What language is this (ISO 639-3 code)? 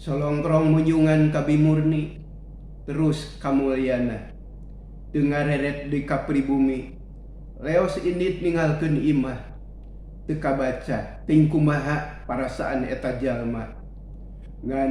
sun